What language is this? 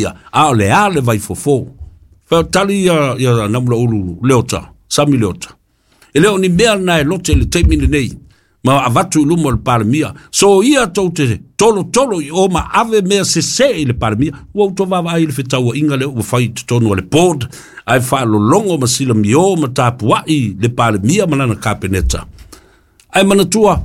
Samoan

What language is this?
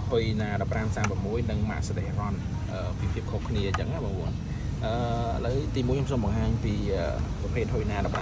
Khmer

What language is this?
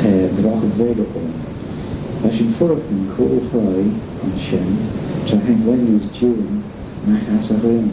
Manx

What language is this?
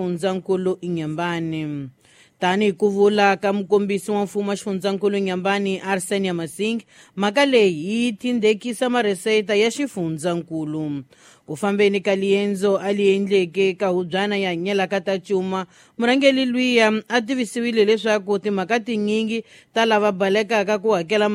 Tsonga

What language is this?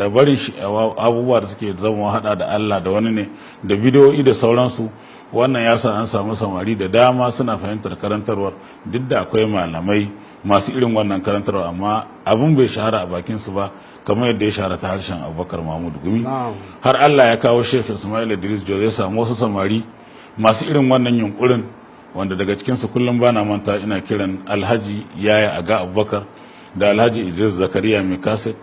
Hausa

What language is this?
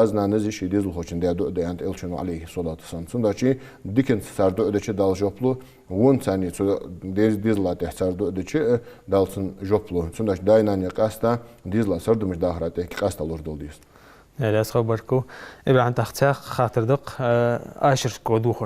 Ingush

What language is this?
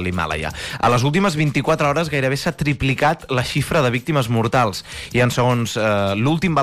Catalan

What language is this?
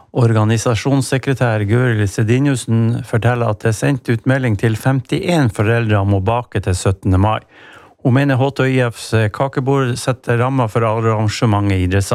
Norwegian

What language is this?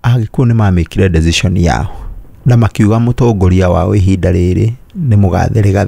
Kikuyu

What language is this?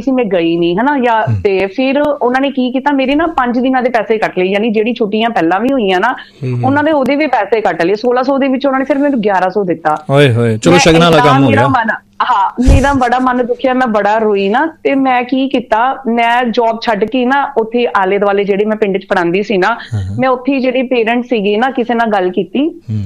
Punjabi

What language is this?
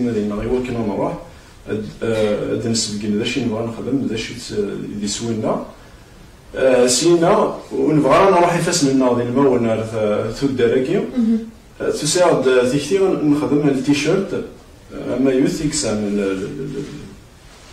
Kabyle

